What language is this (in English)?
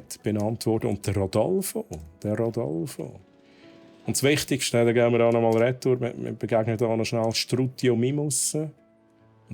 Swiss German